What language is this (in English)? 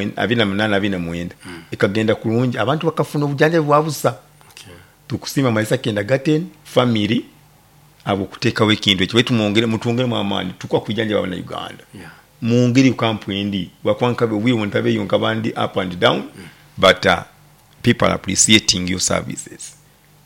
Nyoro